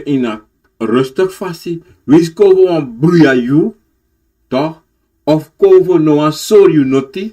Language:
Sranan Tongo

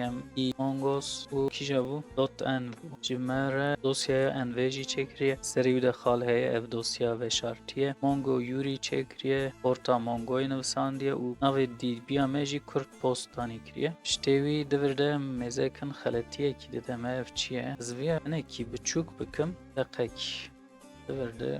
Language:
Kurdish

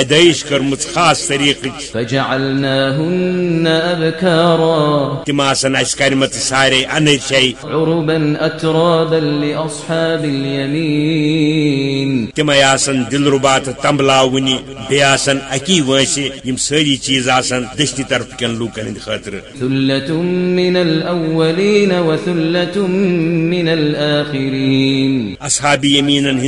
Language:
Kashmiri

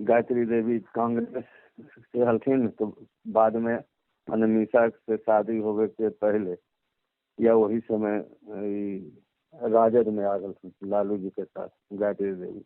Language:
Magahi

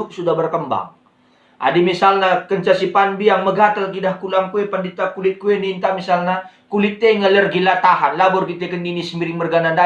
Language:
Batak Karo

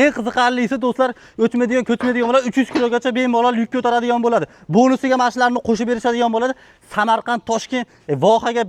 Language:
Uzbek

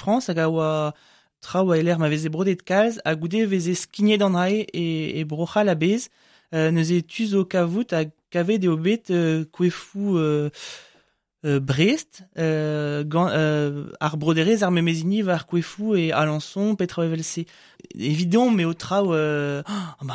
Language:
Breton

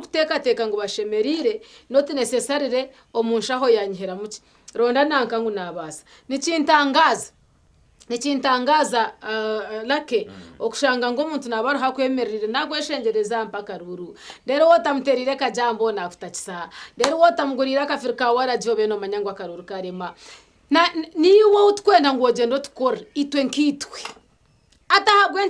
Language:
Nyankole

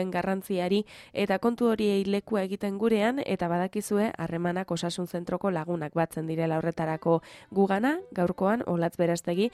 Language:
Basque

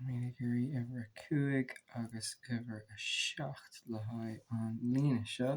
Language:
Irish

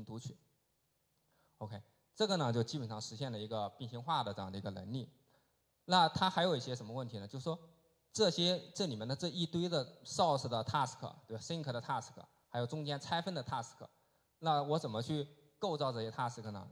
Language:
Chinese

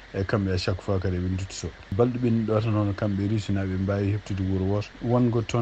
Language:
Fula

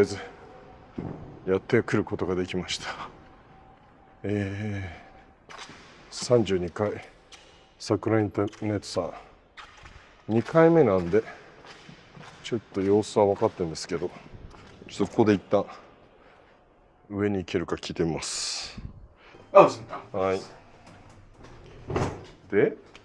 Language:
Japanese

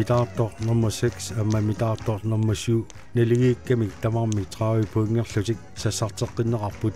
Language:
Kalaallisut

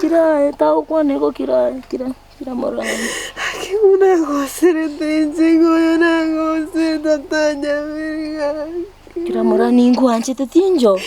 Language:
Gusii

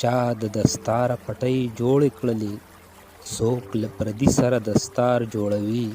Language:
Pashto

